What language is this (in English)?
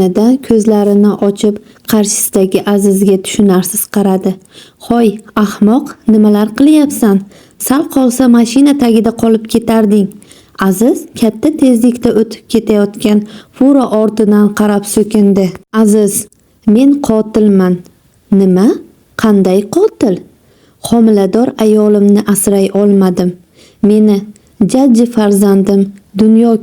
Uzbek